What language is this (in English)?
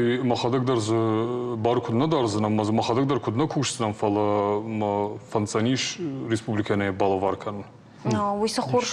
Ossetic